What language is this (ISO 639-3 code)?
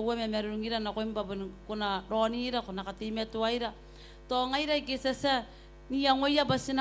gil